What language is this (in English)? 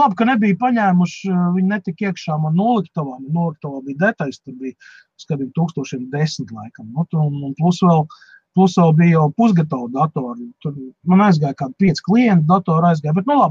Latvian